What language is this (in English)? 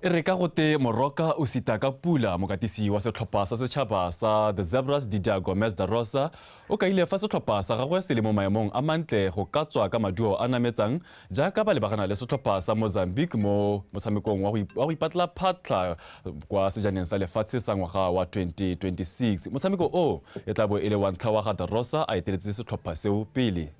Tswana